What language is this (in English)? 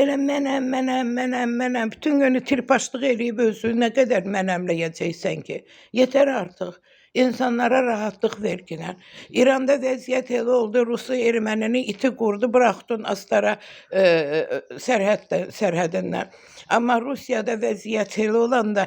Azerbaijani